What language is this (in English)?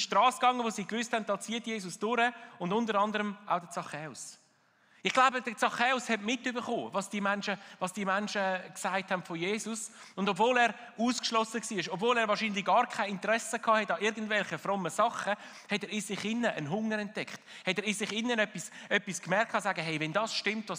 Swiss German